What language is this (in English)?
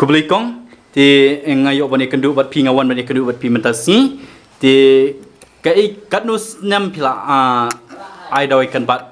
Khasi